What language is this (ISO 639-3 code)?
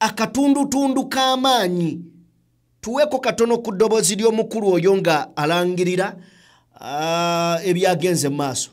lug